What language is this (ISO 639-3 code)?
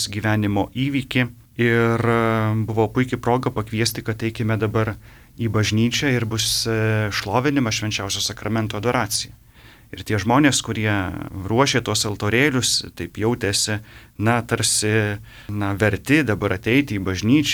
lit